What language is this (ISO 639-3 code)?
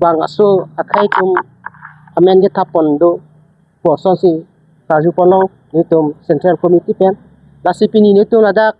mjw